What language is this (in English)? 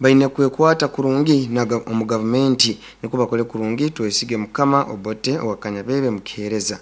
Nyoro